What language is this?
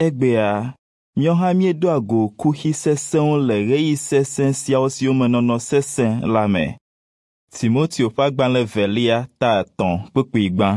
Ewe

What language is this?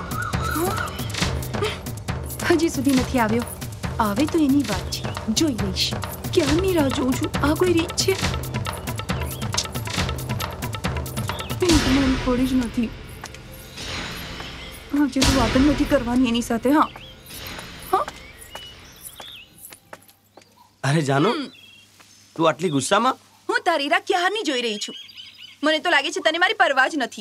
Gujarati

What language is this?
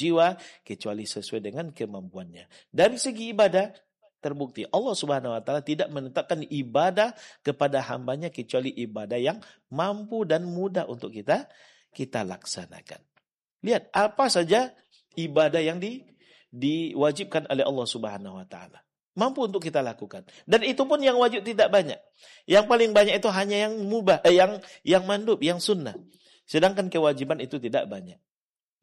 Indonesian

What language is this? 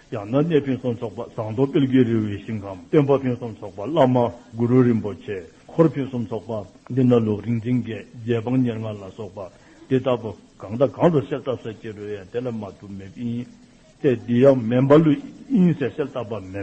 Dzongkha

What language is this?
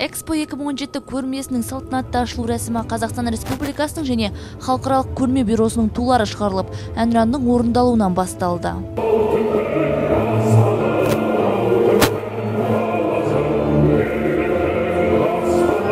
Kazakh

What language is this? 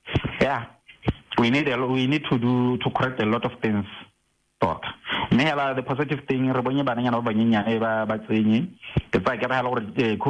Tswana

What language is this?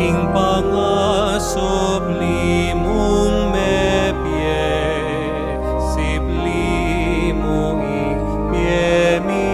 Pampanga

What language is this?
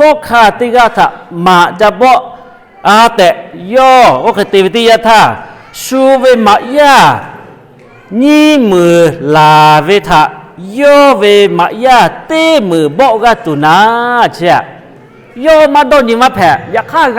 Lahu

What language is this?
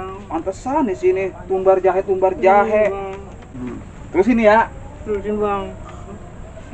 Betawi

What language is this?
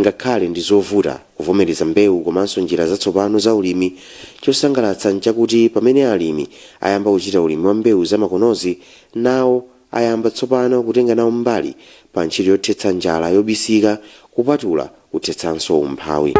Nyanja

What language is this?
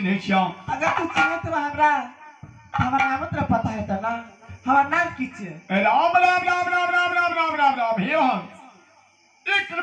Maithili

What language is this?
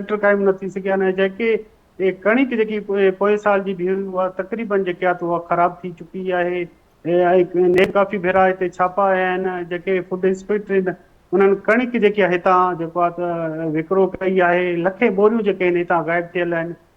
Sindhi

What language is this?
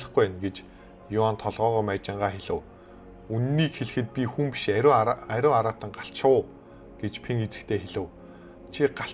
Mongolian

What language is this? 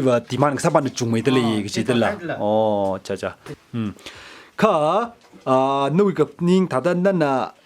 Tangkhul Naga (India)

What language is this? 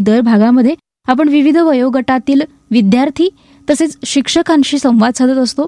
Marathi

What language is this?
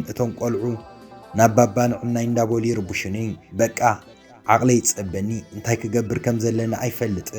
Tigrinya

